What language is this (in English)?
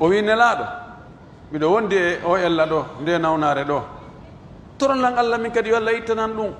Pular